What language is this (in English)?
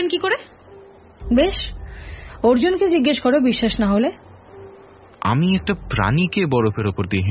Bangla